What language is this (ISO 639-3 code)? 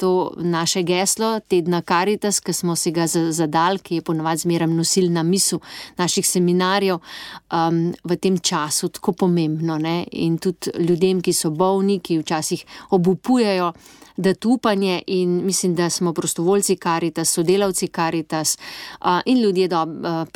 slv